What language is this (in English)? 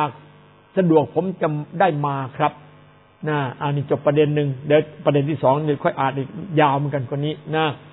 Thai